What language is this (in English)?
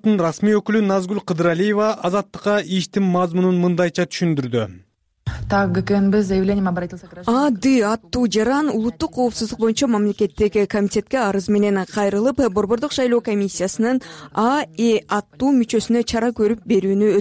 Kyrgyz